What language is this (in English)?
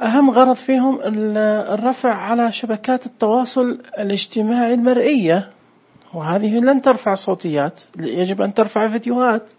Najdi Arabic